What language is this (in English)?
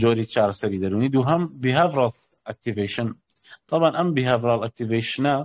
Central Kurdish